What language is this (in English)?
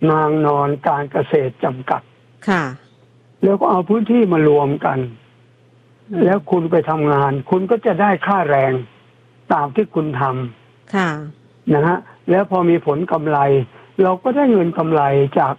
Thai